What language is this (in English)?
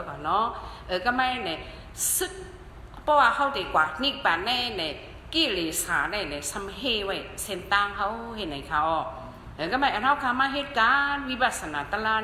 Shan